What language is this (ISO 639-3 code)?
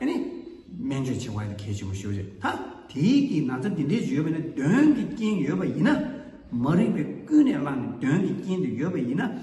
bod